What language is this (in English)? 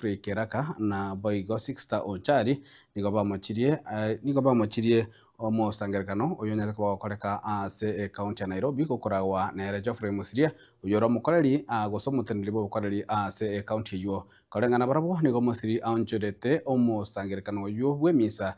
Gusii